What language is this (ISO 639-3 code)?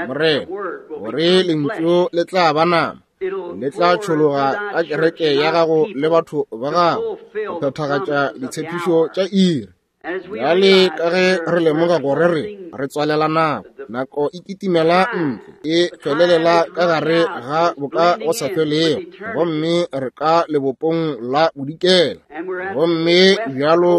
nso